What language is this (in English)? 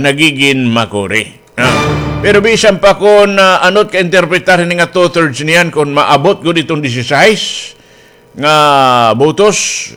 Waray